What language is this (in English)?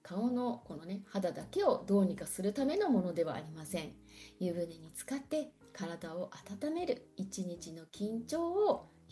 Japanese